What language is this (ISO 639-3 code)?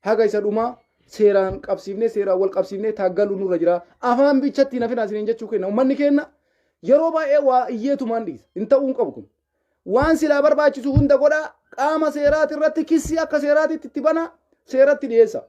orm